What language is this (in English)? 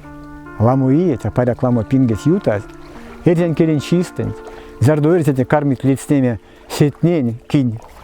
Erzya